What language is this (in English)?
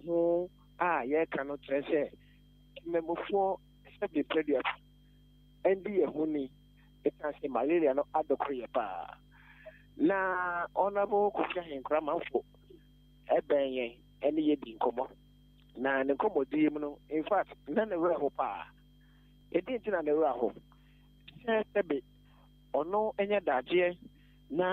Akan